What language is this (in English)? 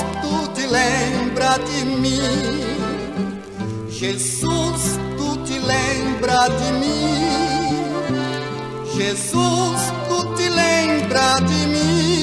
Portuguese